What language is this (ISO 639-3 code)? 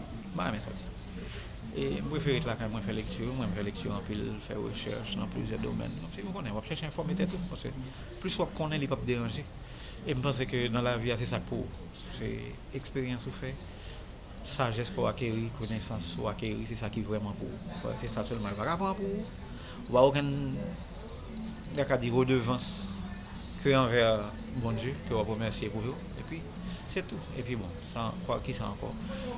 hat